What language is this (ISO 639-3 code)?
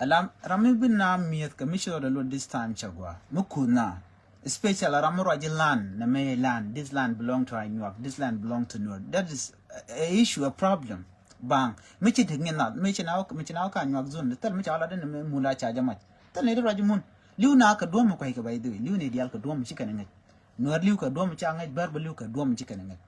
nus